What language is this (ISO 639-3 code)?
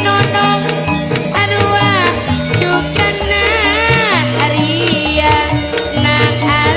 mad